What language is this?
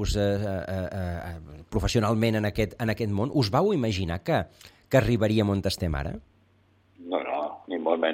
Catalan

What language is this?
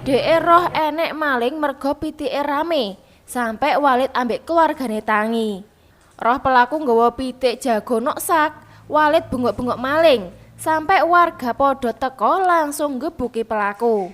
Javanese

